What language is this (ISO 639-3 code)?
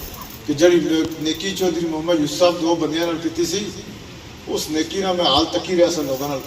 phr